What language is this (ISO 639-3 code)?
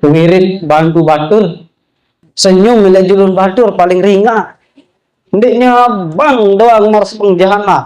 sas